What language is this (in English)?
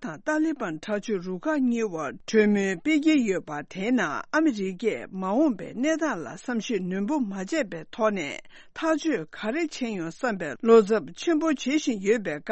Tibetan